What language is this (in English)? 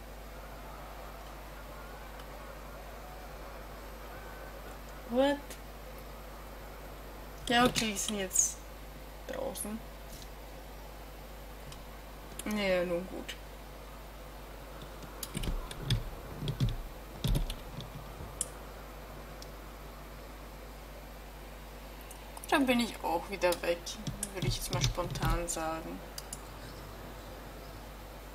German